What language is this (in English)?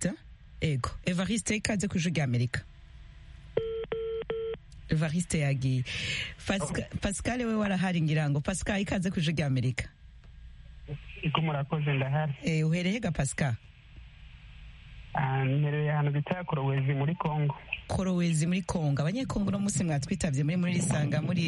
Kinyarwanda